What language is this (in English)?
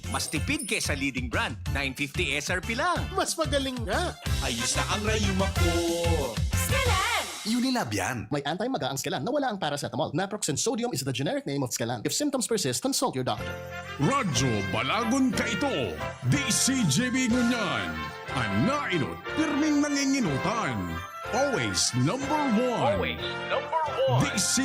Bikol